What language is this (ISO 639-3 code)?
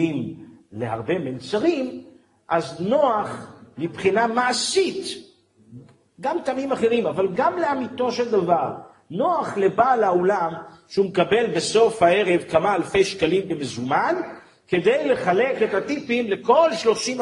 heb